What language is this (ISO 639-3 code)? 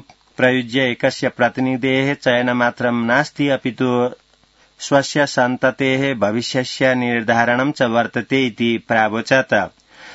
san